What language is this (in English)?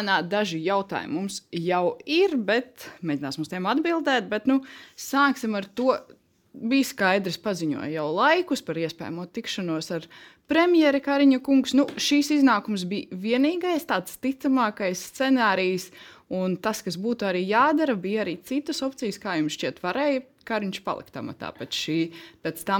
Latvian